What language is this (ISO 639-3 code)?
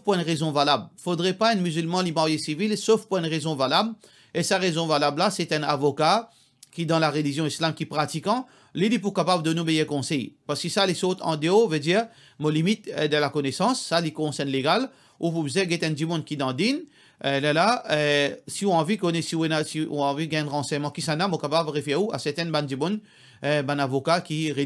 mfe